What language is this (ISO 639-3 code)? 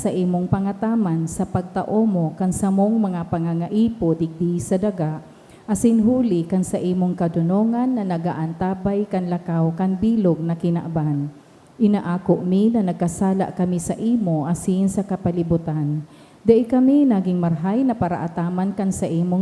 bik